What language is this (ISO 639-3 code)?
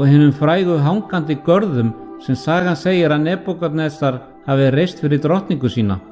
isl